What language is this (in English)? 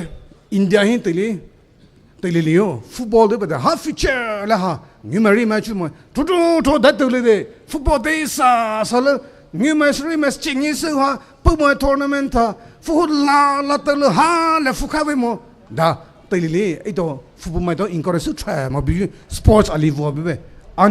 Poumei Naga